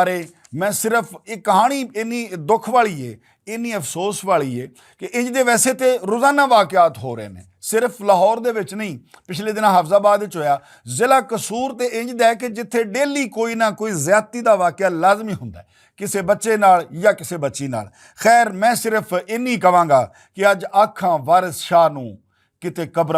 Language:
Western Panjabi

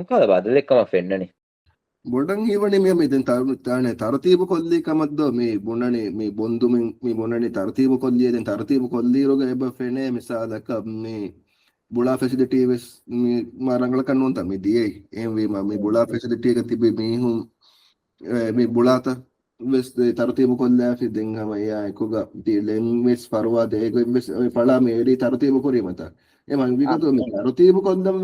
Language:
Divehi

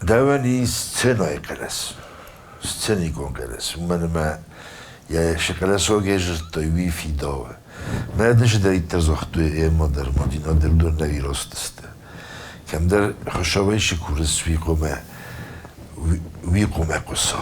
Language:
Ossetic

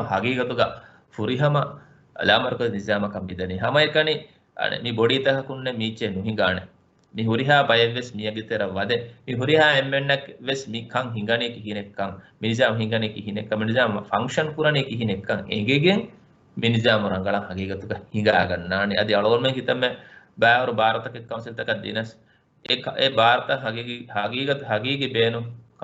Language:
Divehi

